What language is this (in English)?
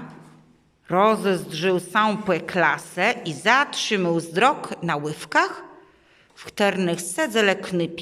Kashubian